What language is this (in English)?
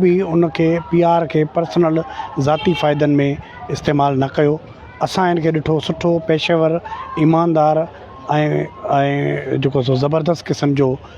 Sindhi